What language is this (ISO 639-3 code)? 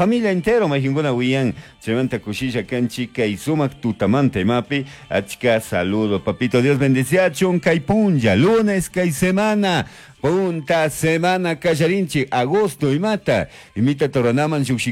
qug